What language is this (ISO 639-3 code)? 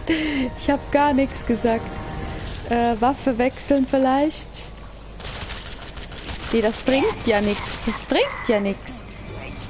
deu